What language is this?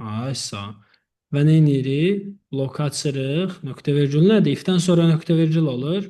Azerbaijani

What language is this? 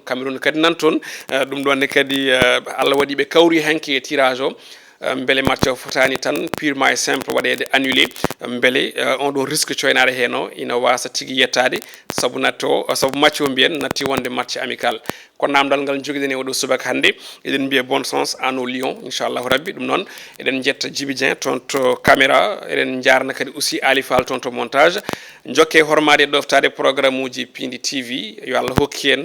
Fula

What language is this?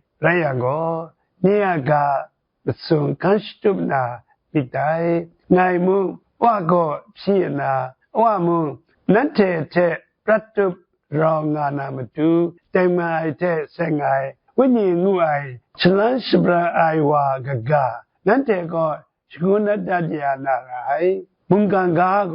Kachin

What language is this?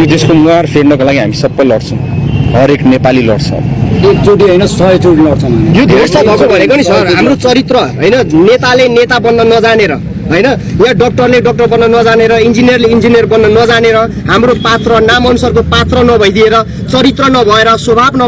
Nepali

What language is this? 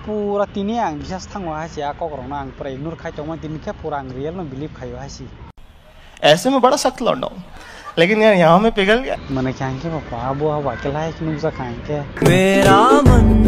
Kok Borok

